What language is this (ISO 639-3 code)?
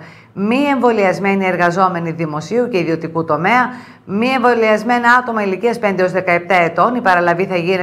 ell